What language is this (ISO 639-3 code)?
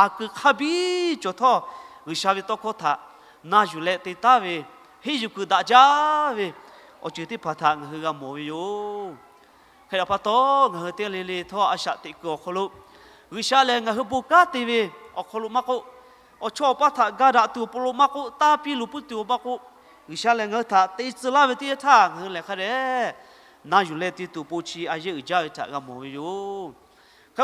lhu